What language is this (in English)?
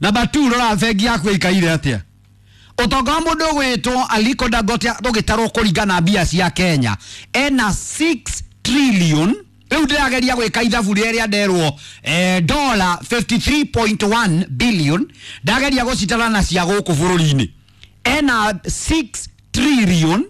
Kikuyu